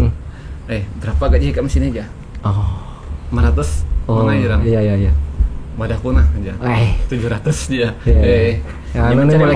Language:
Banjar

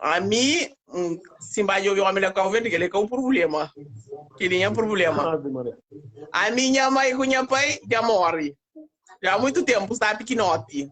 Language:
Kabuverdianu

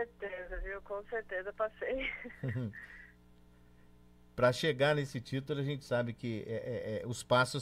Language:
Portuguese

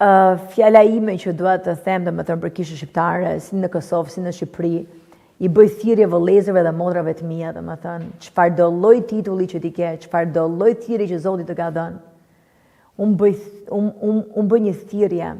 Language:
Albanian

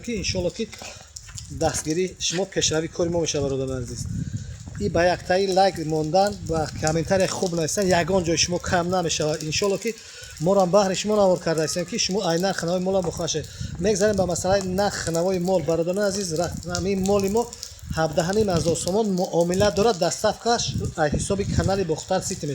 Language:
Tajik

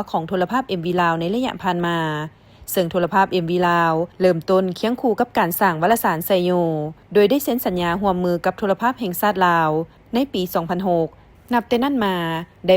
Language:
Lao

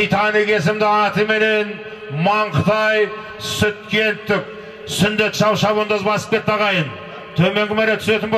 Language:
Kazakh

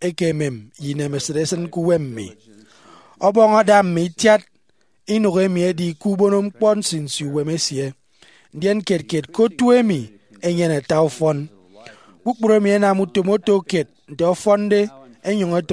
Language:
Efik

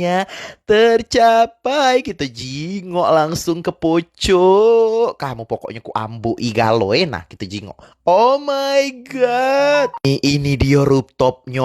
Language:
Musi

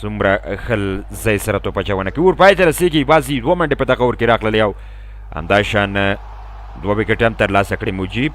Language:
Pashto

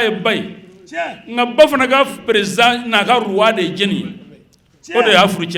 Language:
Bambara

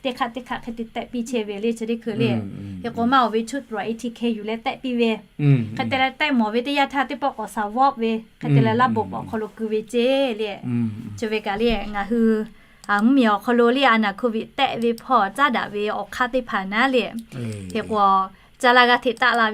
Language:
Lahu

